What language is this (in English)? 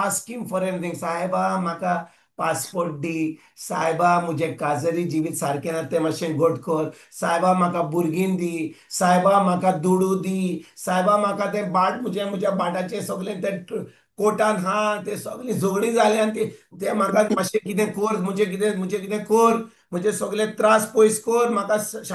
Konkani